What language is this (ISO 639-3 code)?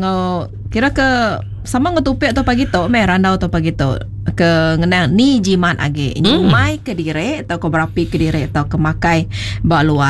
iba